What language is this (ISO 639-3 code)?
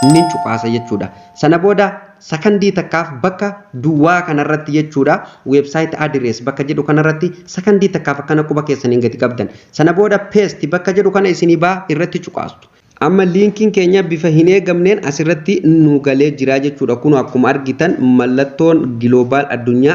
orm